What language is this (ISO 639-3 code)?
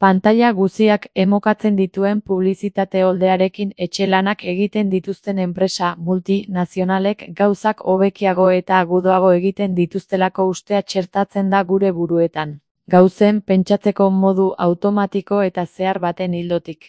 eus